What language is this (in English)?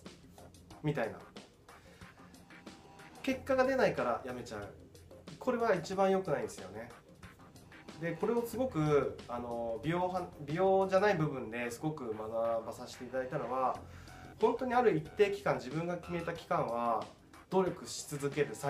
Japanese